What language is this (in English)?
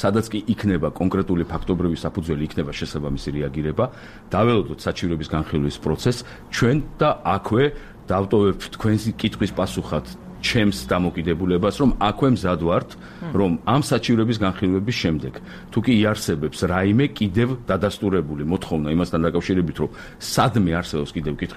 Georgian